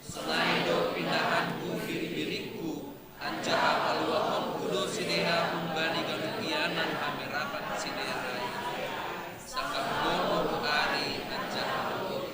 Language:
Batak Simalungun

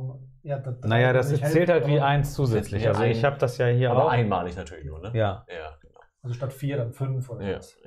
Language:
German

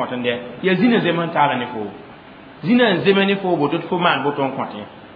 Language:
Mossi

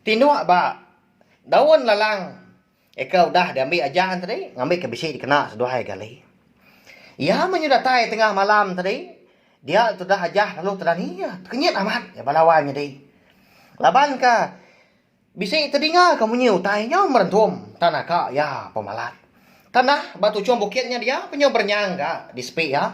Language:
Iban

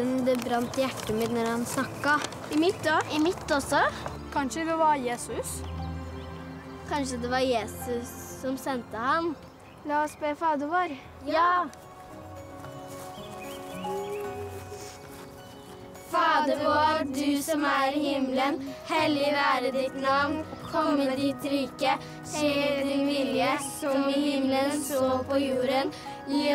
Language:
Norwegian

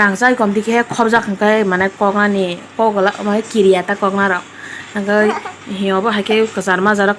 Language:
Kok Borok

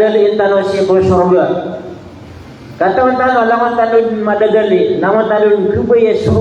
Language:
Maranao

